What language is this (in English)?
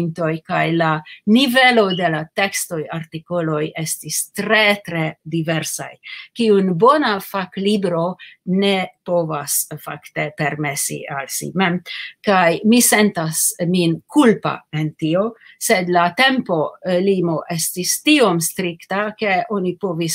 Esperanto